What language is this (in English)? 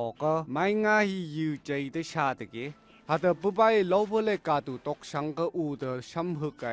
Phom Naga